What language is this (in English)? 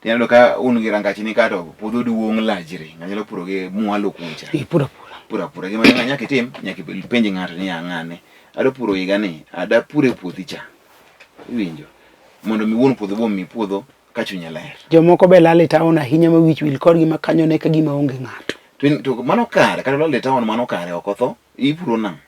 Luo (Kenya and Tanzania)